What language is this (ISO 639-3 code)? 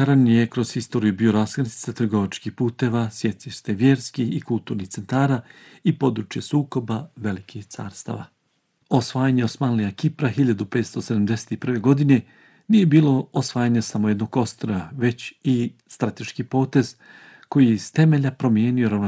bos